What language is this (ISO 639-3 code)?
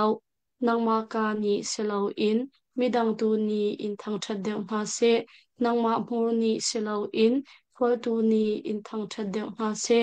cnh